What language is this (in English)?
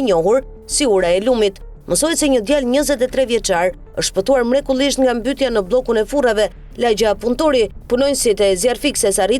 Albanian